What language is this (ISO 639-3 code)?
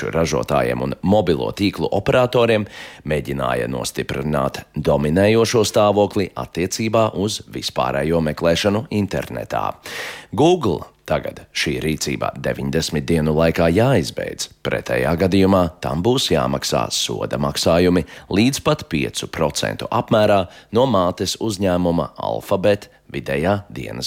lav